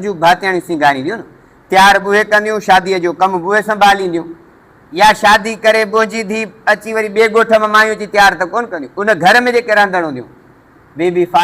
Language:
Sindhi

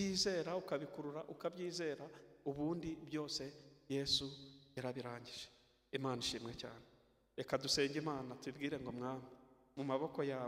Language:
Kinyarwanda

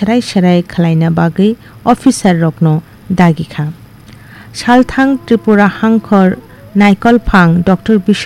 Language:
Kok Borok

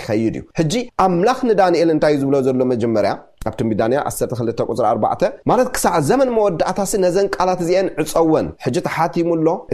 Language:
Tigrinya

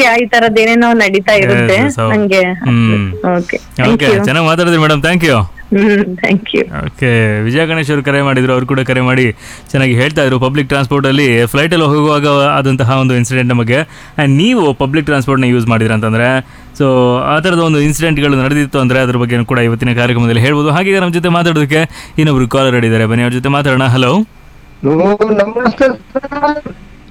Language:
Kannada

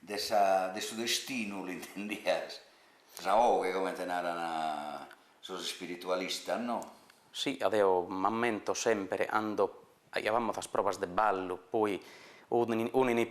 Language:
Sardinian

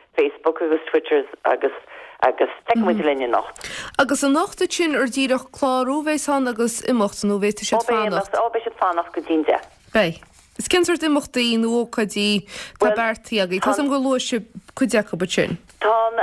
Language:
Irish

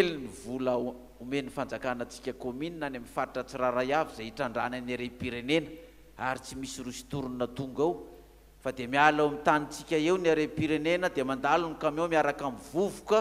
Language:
Malagasy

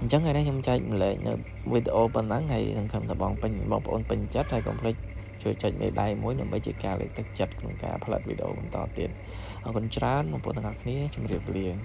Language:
Khmer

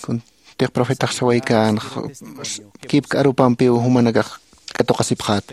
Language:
Aymara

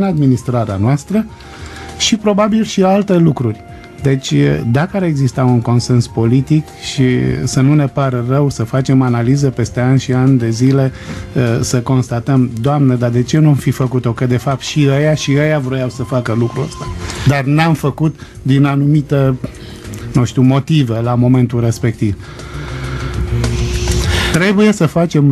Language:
Romanian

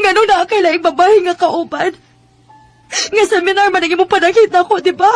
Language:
Cebuano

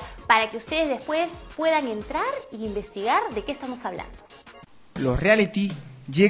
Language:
Spanish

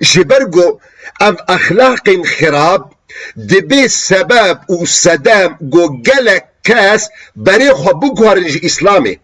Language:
Kurdish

